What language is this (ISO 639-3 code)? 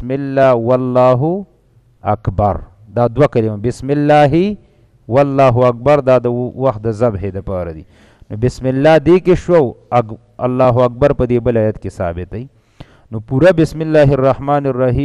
pus